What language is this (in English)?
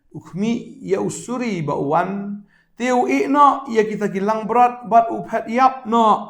Khasi